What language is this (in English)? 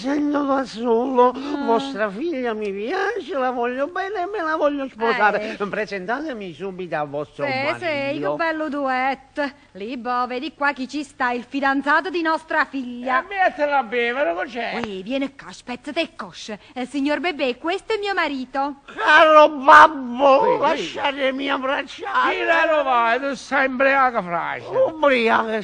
Neapolitan